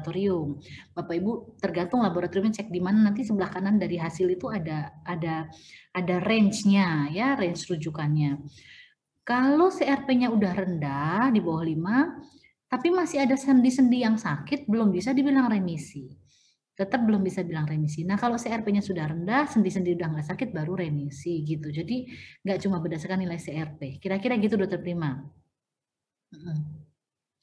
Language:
Indonesian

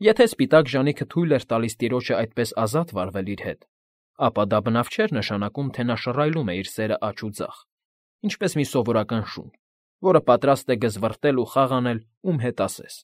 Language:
Armenian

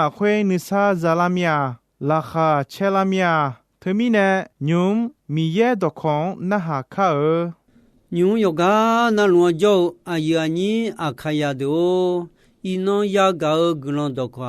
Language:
Akha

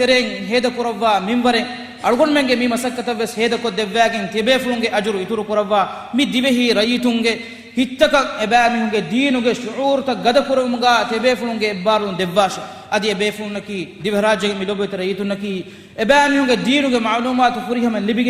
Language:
Divehi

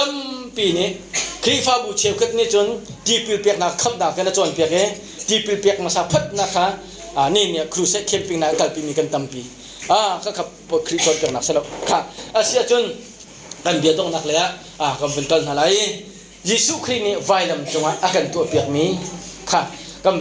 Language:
Hakha Chin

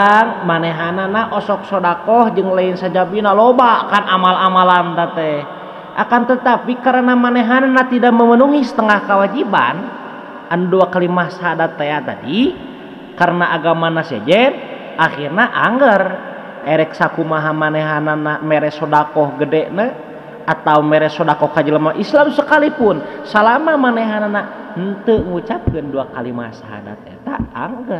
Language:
Sundanese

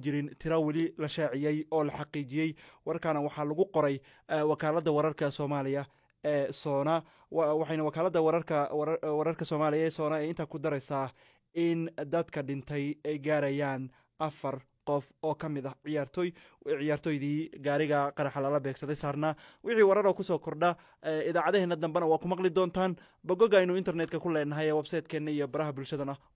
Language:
Somali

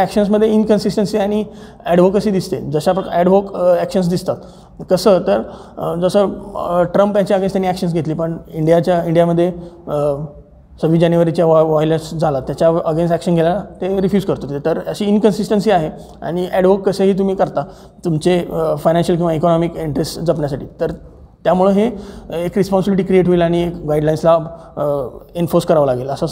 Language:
Marathi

